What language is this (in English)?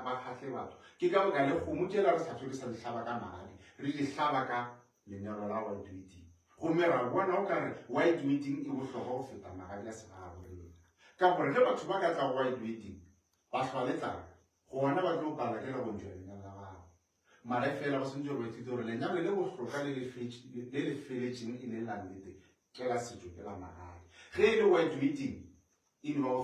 Northern Sotho